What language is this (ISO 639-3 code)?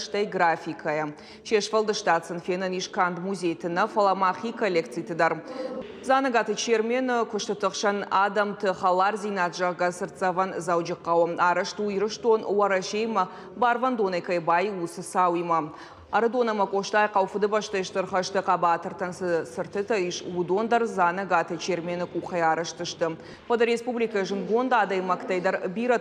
oss